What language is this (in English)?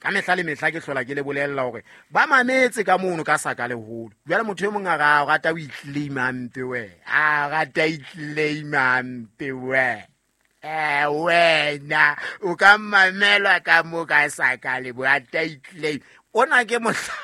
Southern Sotho